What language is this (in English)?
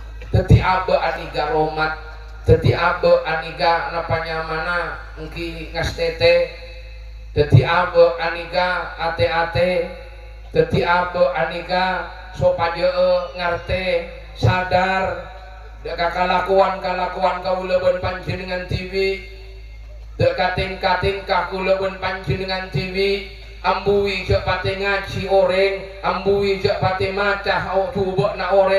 Madurese